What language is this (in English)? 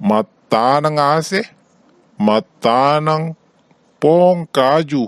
Buginese